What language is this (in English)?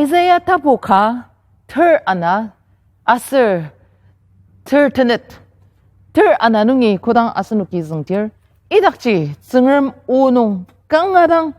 Ao Naga